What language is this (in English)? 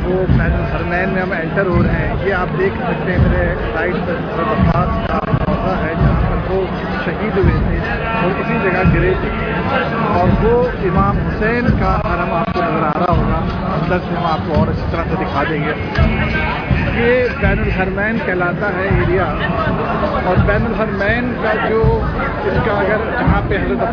Urdu